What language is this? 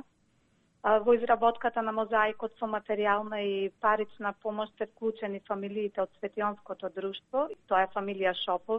Macedonian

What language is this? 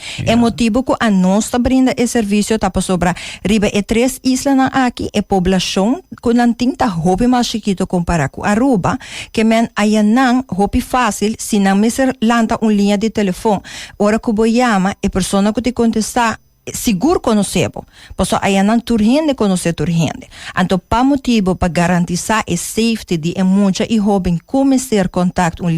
Papiamento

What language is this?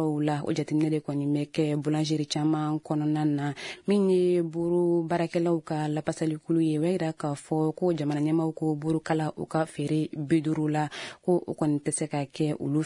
Bambara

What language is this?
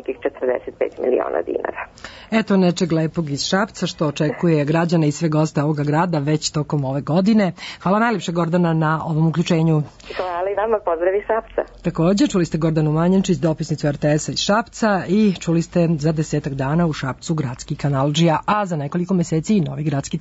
Serbian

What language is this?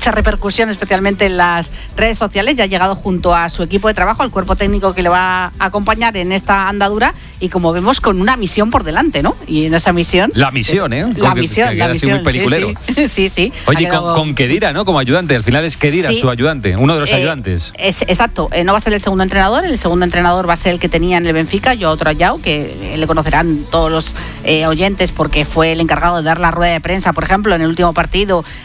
Spanish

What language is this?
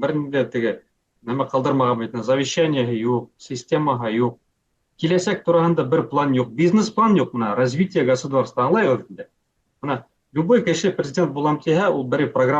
Bashkir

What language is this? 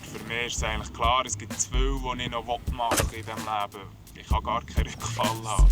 Swiss German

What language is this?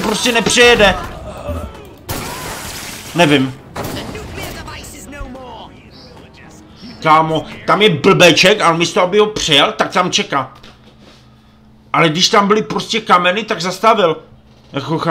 Czech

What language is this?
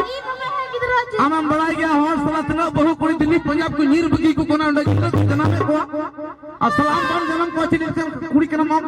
Santali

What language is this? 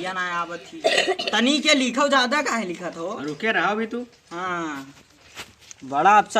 Awadhi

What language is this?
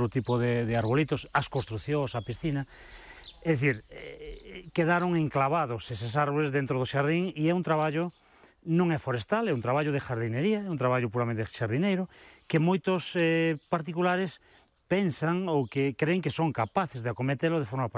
Galician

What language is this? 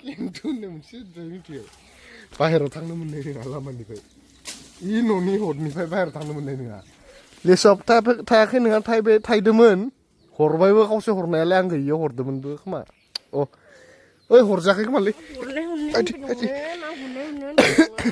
Bodo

